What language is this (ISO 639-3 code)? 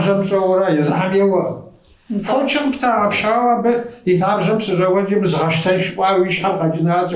kbd